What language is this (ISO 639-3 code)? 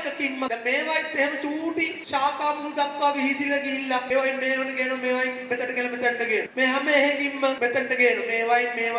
sin